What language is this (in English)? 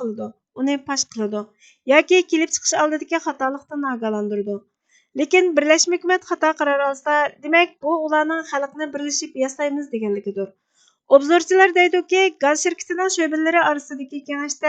Uyghur